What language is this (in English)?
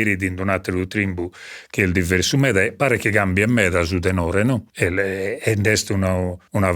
Sardinian